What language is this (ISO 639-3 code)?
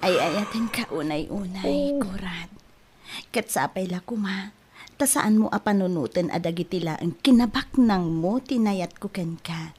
ilo